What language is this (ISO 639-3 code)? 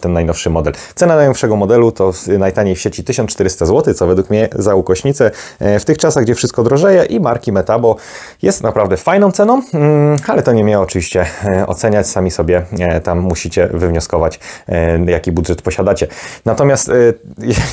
pol